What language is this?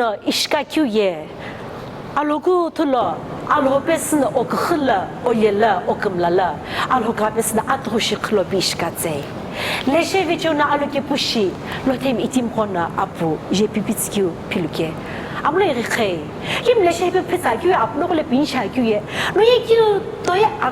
Sumi Naga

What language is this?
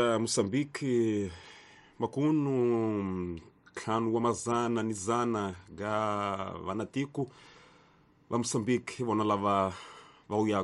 Tsonga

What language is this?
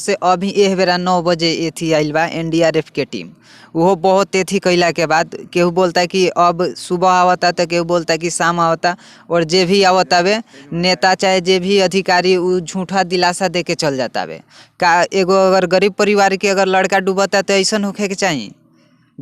Bhojpuri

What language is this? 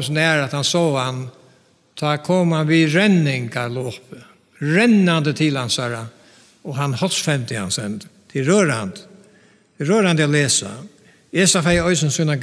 Faroese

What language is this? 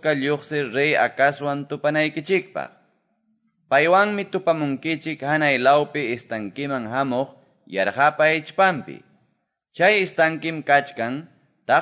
Quechua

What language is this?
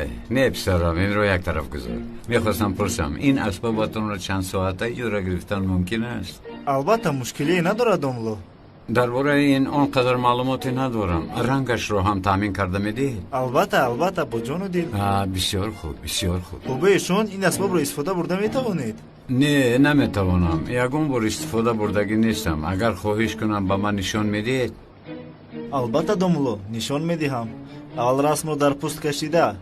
Tajik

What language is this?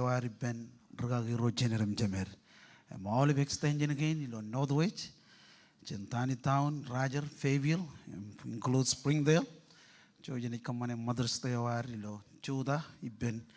Marshallese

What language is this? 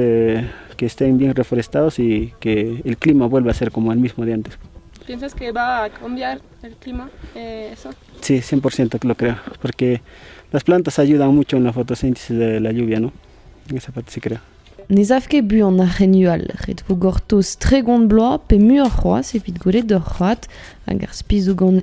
Breton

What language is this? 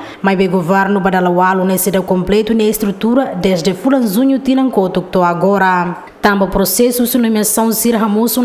Tetum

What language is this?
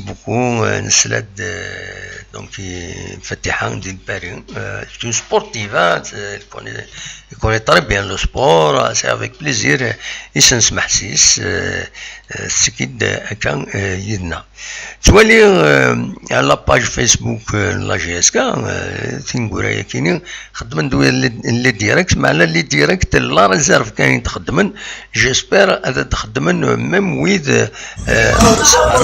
Kabyle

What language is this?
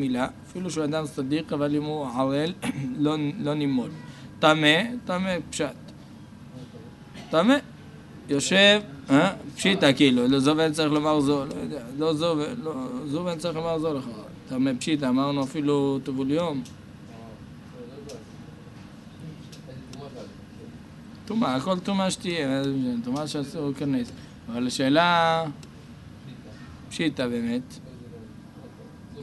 Hebrew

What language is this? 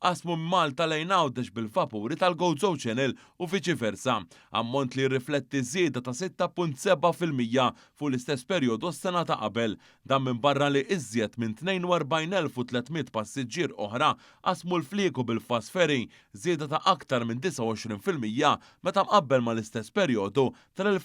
Maltese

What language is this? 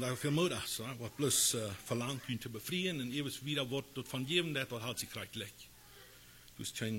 Plautdietsch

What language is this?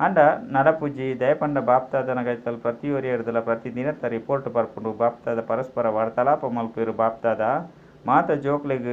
Tulu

